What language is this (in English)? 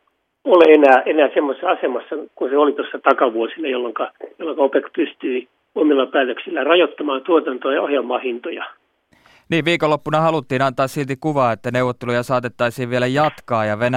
Finnish